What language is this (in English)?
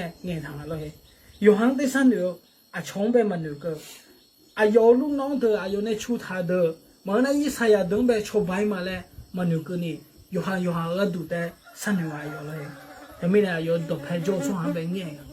Akha